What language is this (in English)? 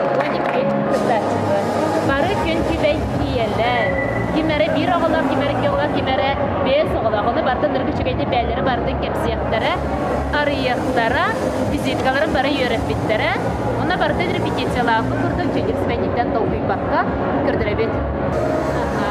Yakut